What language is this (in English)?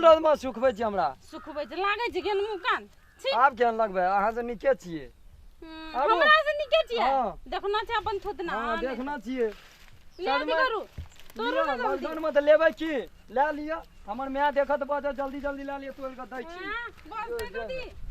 Maithili